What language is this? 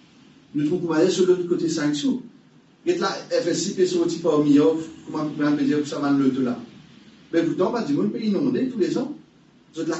Morisyen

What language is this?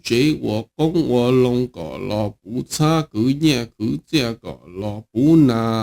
Hmong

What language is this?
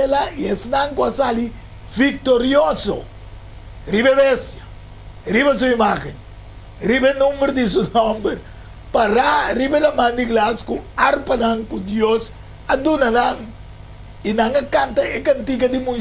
Papiamento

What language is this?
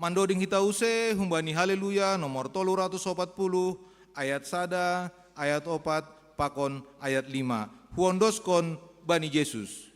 Batak Simalungun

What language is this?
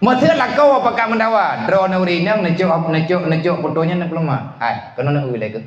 Achinese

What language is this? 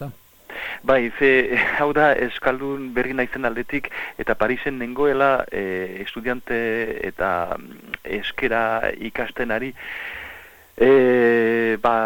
Basque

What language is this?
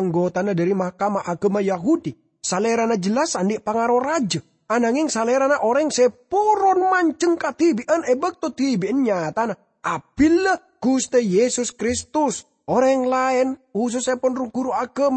Madurese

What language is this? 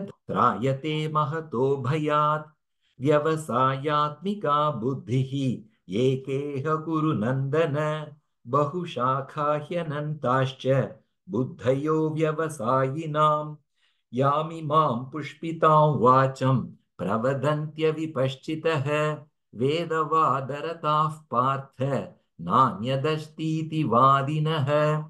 Sanskrit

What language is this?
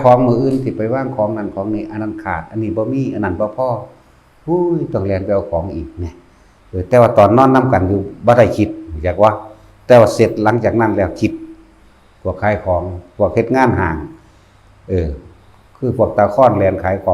Northeastern Thai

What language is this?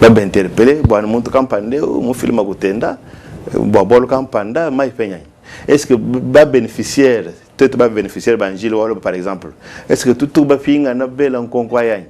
Luba-Lulua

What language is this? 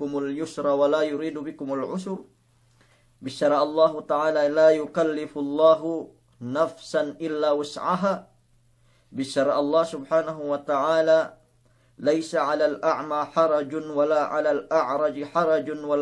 Yakan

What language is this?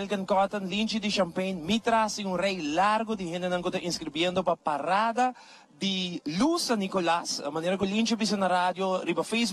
Papiamento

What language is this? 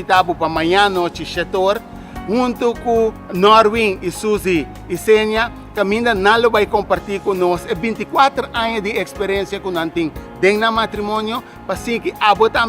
Papiamento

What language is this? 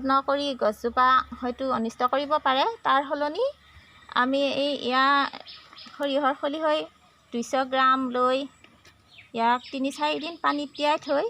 Assamese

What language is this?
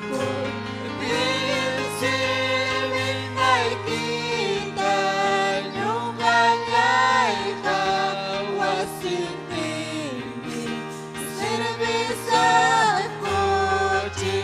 Ayacucho Quechua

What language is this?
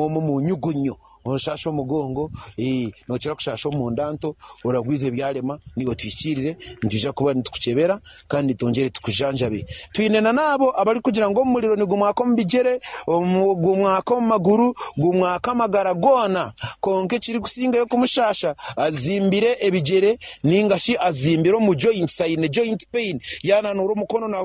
Nyankole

